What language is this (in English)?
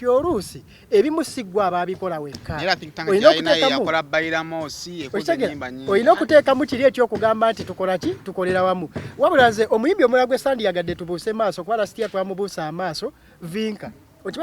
Ganda